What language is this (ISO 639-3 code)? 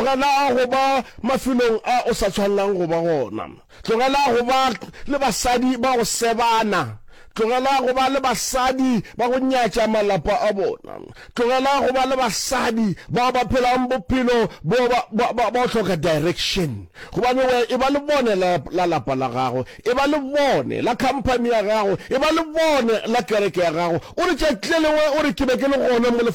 nso